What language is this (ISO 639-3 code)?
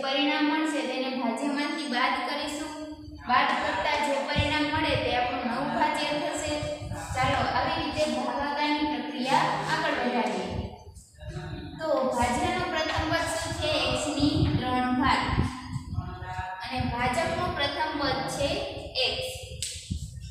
guj